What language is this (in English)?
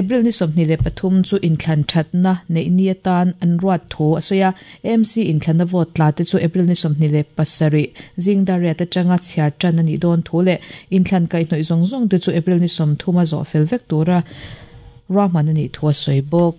Mizo